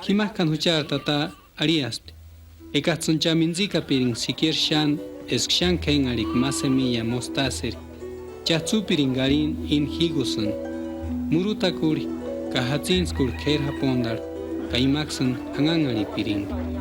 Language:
Purepecha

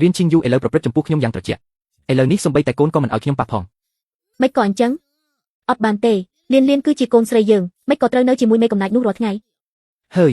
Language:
Khmer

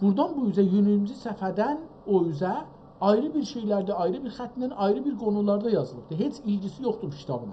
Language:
South Azerbaijani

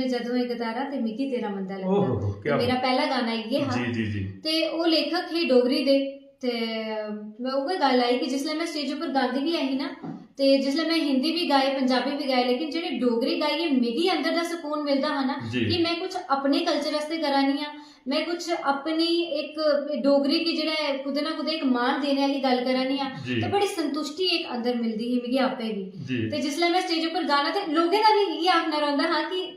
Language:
Dogri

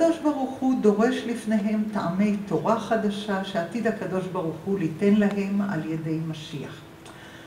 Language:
Hebrew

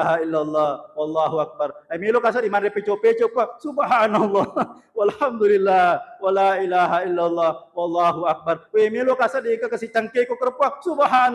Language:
Buginese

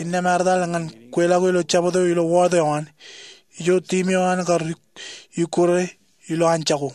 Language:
Marshallese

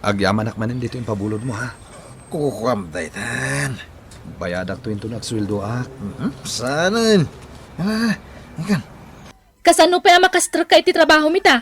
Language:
Iloko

